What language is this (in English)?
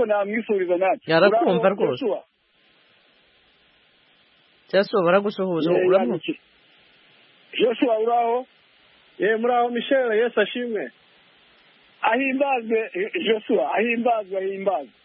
Kinyarwanda